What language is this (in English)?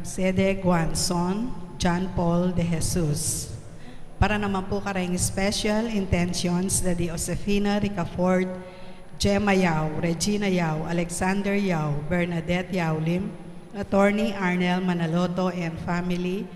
Pampanga